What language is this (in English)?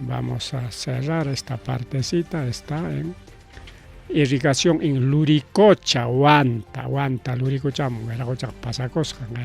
Ayacucho Quechua